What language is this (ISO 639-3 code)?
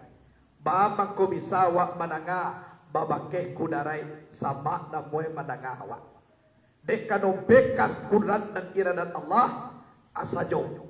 min